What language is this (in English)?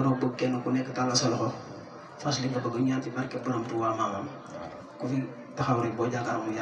Wolof